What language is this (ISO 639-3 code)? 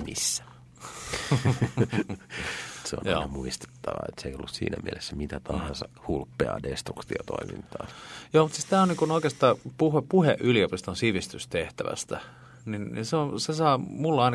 fin